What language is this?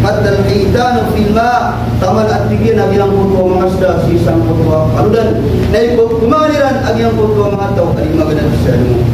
Maranao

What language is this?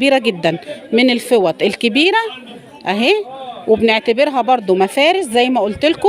Egyptian Arabic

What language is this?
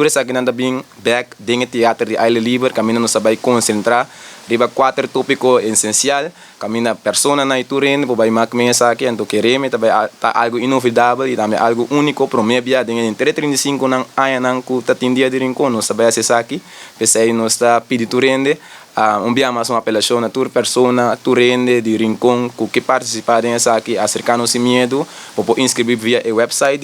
Papiamento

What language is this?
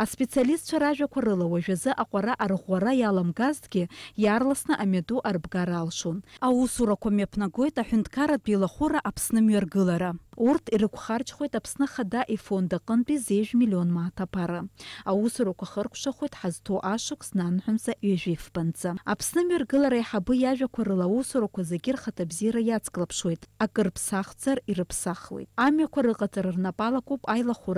Abkhazian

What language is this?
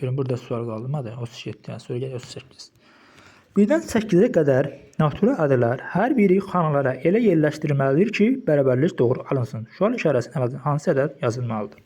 Azerbaijani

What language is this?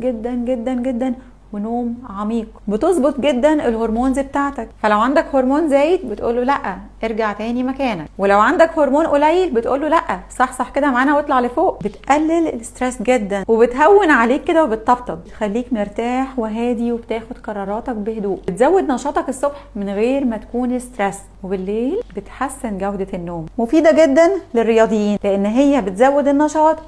Egyptian Arabic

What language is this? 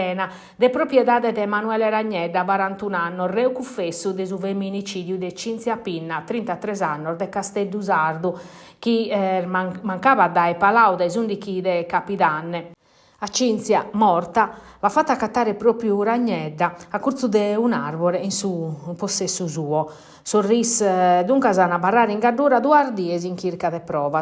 Sardinian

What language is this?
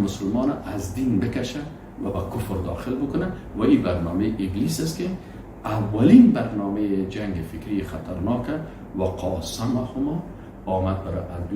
Persian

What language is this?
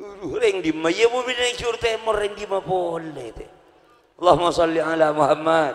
Madurese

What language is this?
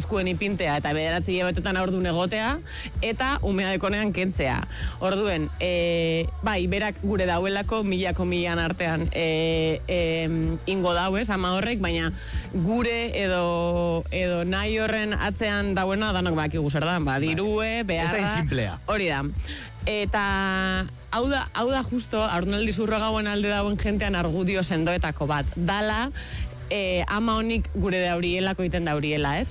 Basque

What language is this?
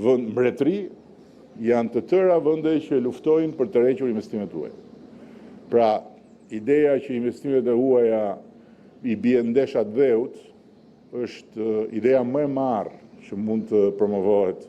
Albanian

